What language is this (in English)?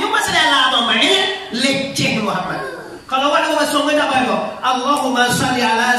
Minangkabau